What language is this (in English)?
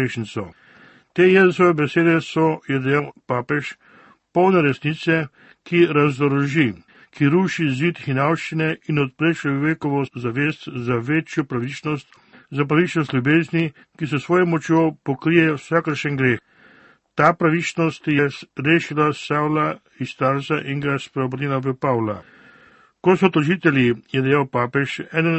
Slovenian